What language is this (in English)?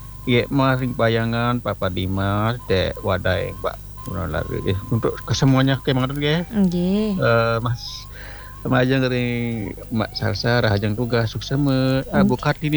Balinese